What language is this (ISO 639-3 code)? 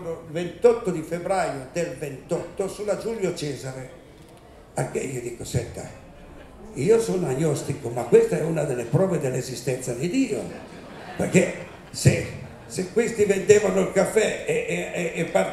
ita